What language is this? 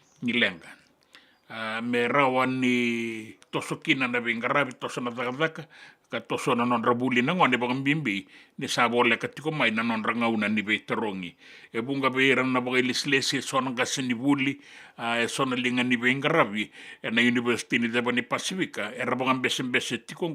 Fijian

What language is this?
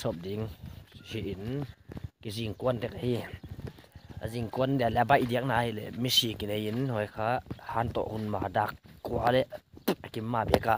Paite Chin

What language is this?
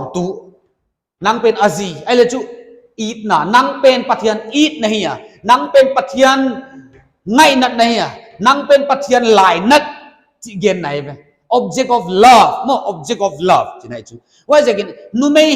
Paite Chin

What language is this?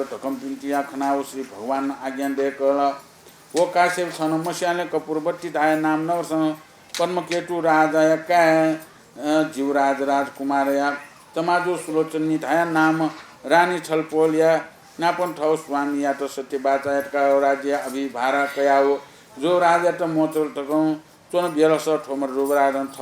Newari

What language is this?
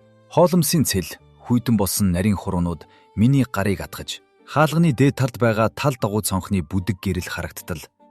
Mongolian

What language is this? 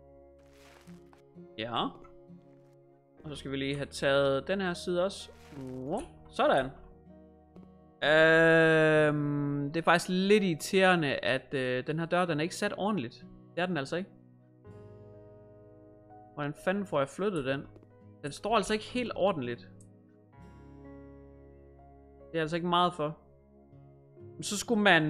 Danish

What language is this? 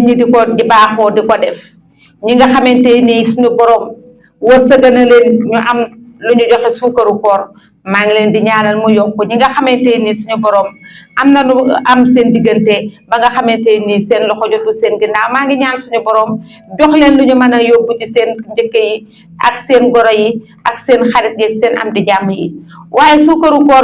Wolof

